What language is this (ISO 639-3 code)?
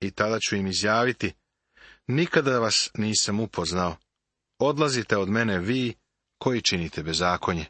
srp